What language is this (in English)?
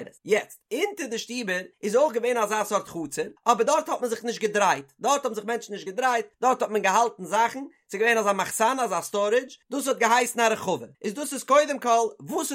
Yiddish